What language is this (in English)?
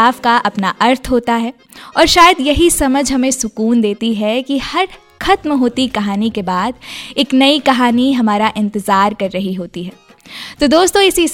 Hindi